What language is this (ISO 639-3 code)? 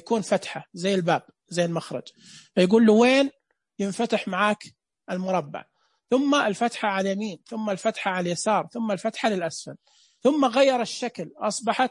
ars